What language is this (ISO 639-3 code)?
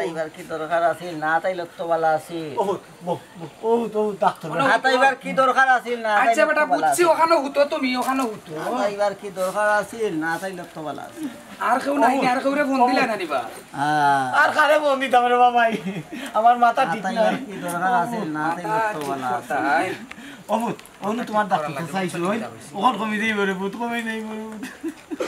syl